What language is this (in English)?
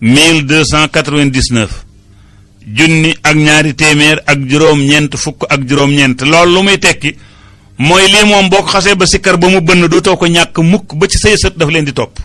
Wolof